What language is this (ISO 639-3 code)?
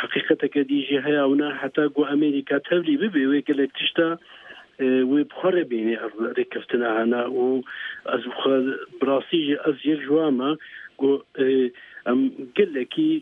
kur